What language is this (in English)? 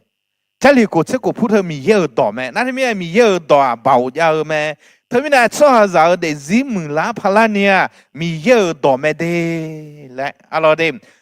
Akha